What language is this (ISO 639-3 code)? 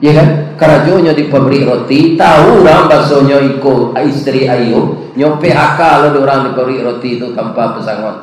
min